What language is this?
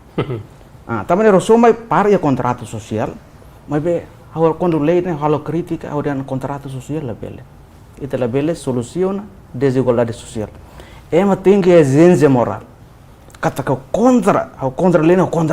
Tetum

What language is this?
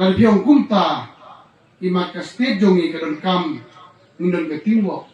Khasi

